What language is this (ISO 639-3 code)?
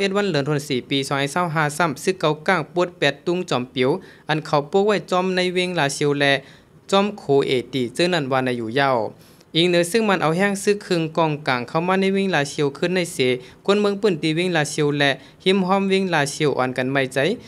shn